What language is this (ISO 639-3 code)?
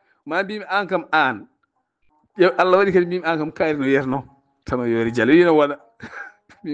ful